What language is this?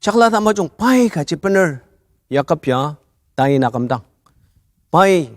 Ao Naga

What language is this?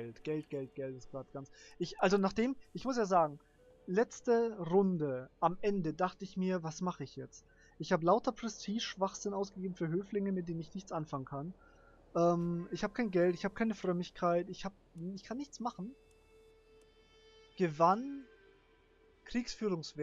German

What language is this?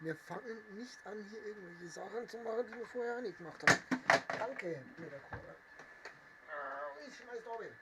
Bavarian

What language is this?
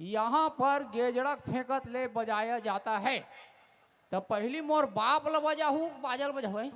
Chhattisgarhi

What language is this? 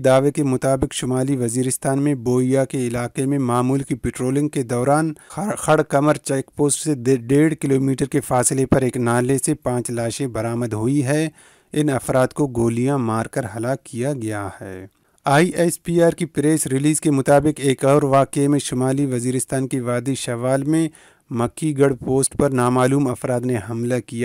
Urdu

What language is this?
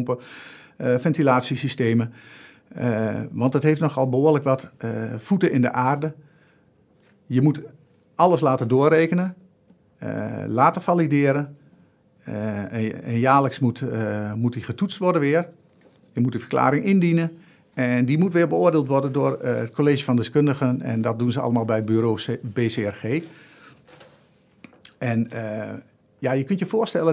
Dutch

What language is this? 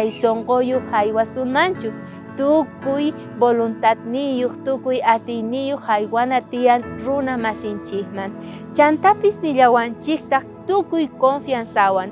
South Bolivian Quechua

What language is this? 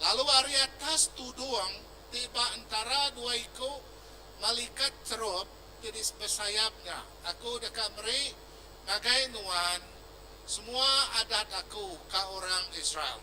Iban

